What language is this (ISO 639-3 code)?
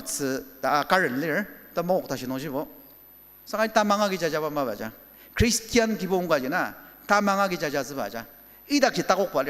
njo